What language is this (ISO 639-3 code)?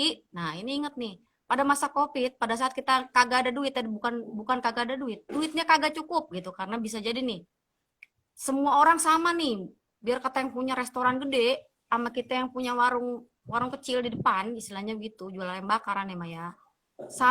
bew